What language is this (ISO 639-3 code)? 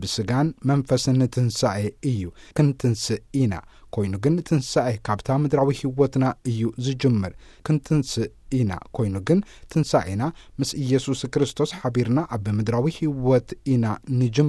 tir